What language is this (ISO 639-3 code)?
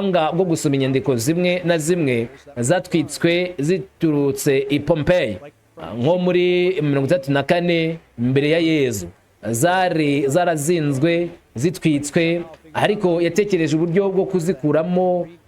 kin